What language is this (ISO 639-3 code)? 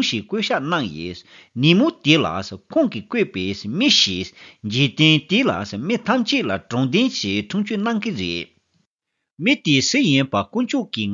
bod